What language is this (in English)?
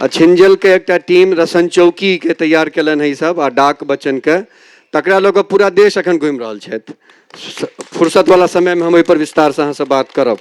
Maithili